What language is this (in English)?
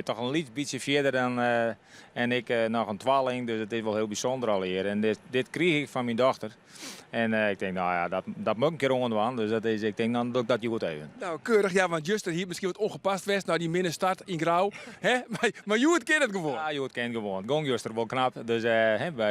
Western Frisian